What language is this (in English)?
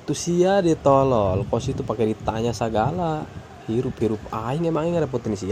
Sundanese